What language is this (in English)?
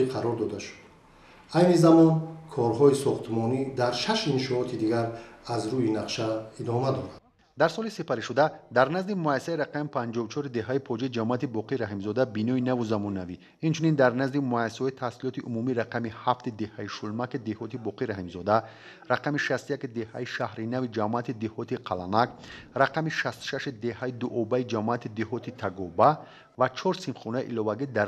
Tajik